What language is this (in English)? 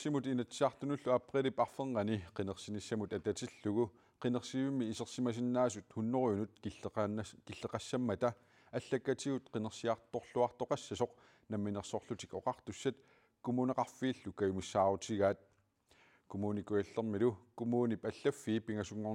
Kalaallisut